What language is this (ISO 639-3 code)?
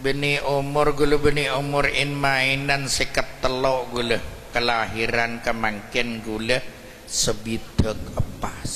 mad